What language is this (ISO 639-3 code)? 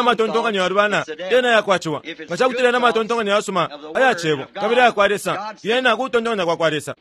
bem